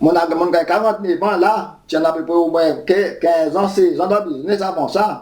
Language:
Seselwa Creole French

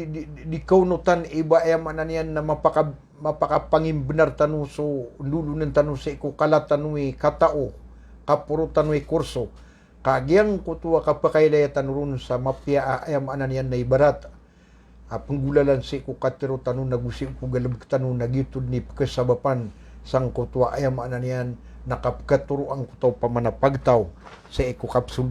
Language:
Maranao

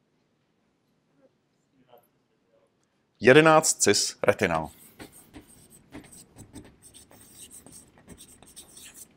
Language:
Czech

